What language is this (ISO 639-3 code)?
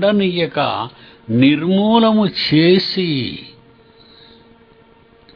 tel